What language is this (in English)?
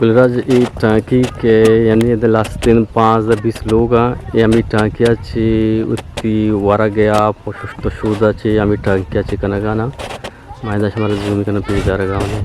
Eastern Balochi